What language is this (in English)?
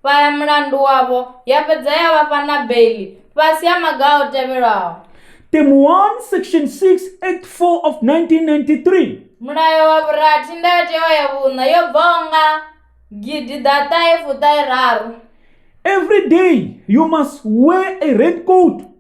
Venda